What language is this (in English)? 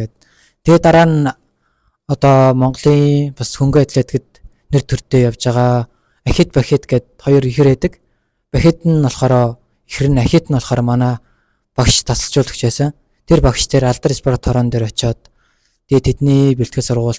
Mongolian